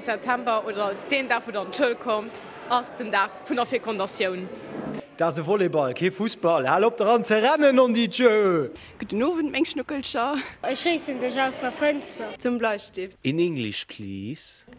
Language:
Luxembourgish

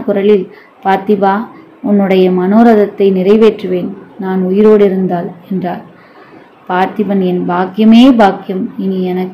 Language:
Tamil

